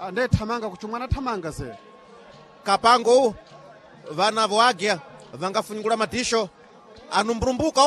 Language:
Sena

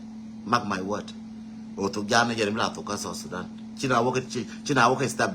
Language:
Nuer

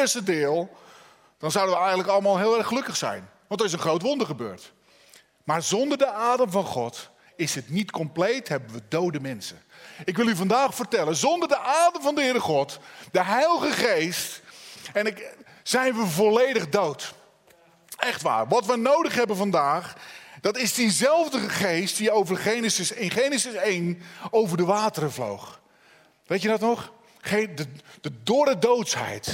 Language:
Dutch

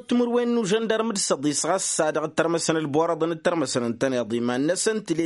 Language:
Tamasheq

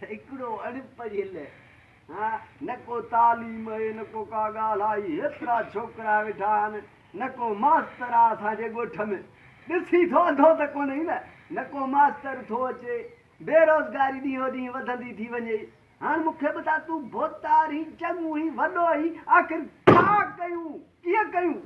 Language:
Sindhi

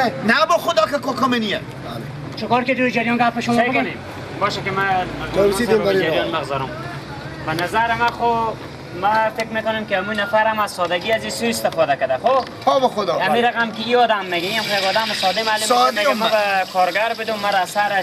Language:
Persian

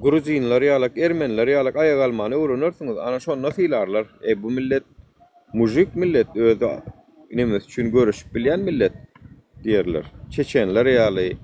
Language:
Turkmen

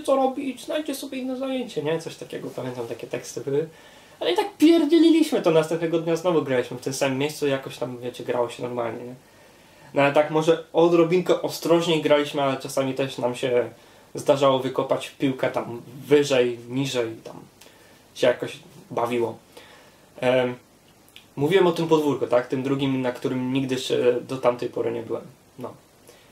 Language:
Polish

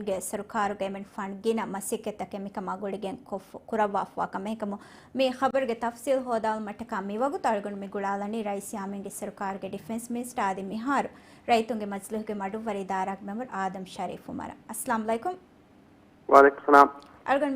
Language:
Divehi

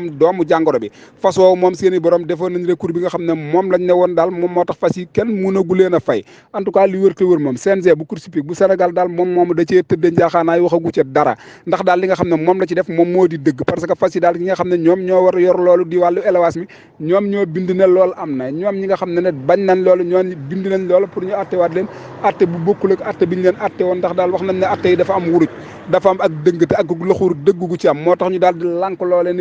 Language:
Wolof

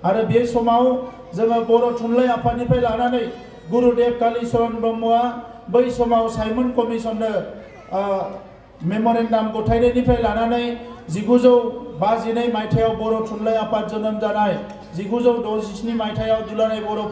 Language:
Bodo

